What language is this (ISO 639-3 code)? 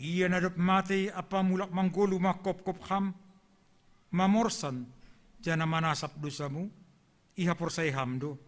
bts